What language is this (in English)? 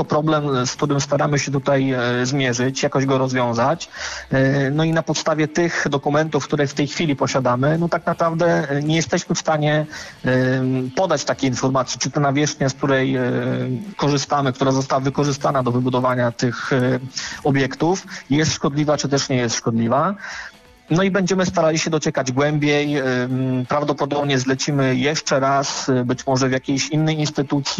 Polish